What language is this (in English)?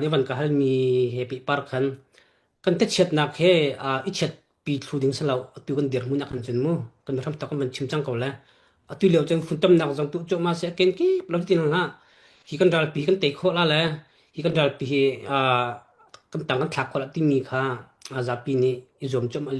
Hakha Chin